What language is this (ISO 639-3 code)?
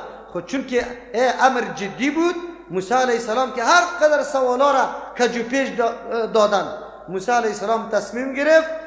fas